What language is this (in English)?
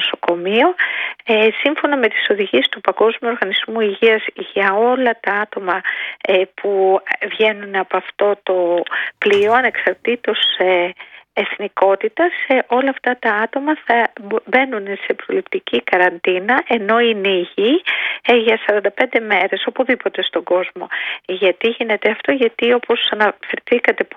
Greek